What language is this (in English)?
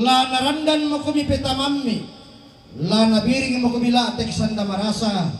Toraja-Sa'dan